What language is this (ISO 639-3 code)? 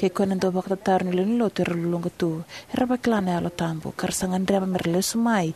fij